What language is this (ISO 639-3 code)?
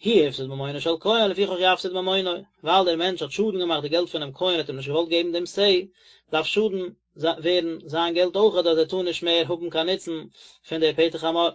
yid